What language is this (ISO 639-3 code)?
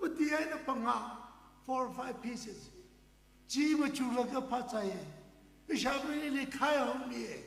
nmf